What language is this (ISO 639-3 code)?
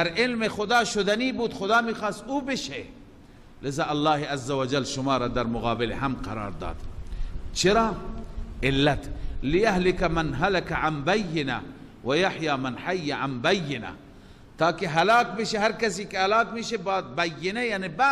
fas